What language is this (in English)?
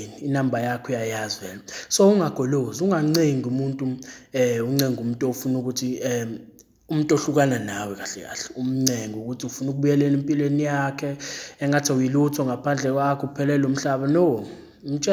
Zulu